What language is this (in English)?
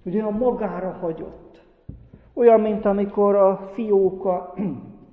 Hungarian